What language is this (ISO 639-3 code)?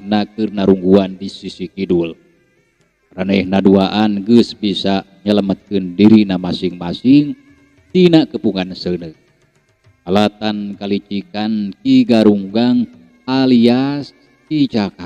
sun